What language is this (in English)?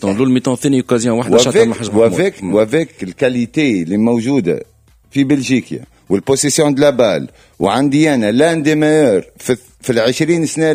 Tunisian Arabic